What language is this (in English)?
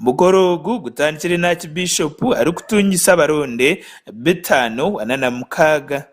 Nyankole